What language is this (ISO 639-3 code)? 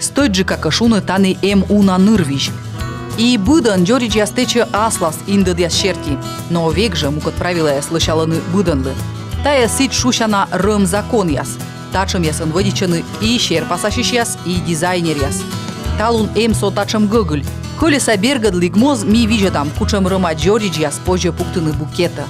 kom